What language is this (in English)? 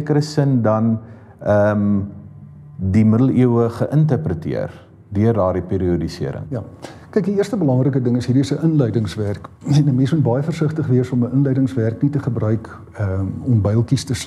Afrikaans